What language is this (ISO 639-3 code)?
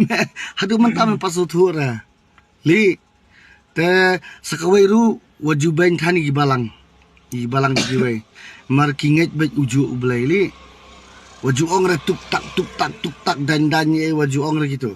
kha